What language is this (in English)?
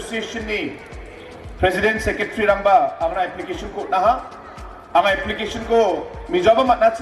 Garo